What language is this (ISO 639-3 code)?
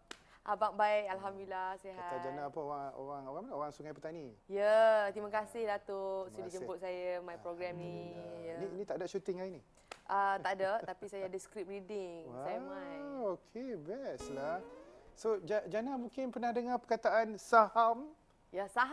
msa